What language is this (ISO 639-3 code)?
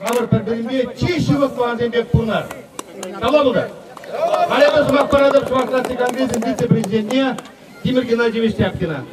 chv